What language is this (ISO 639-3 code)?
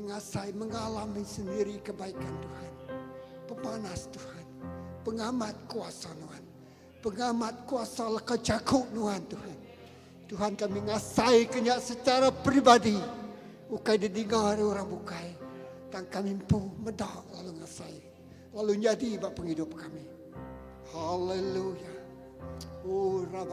iba